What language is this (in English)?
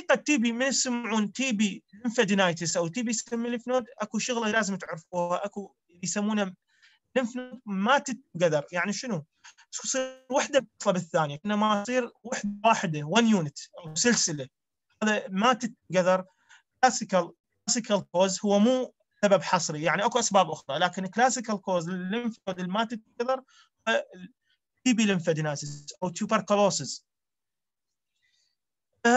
Mesopotamian Arabic